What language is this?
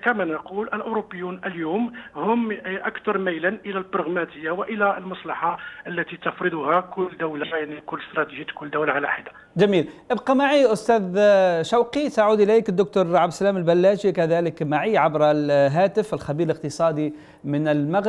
Arabic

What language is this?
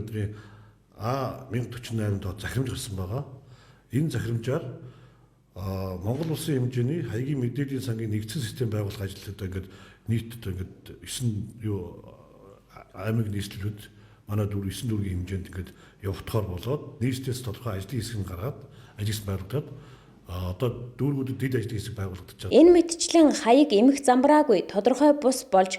Mongolian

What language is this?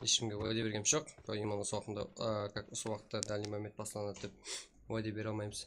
Kara-Kalpak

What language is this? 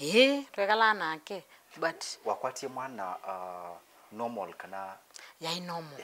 Kamba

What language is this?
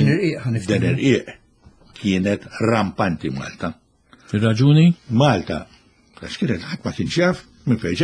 Maltese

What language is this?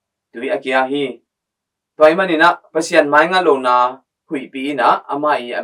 Tedim Chin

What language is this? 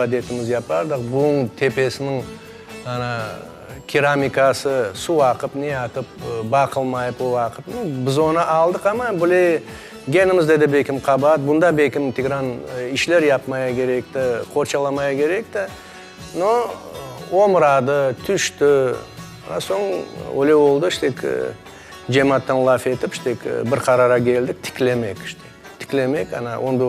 Crimean Tatar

